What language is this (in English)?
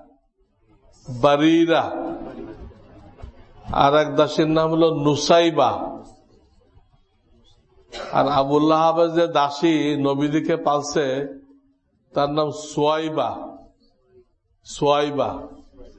Bangla